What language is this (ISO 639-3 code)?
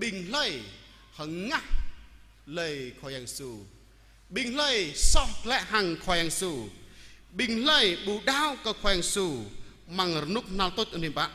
jra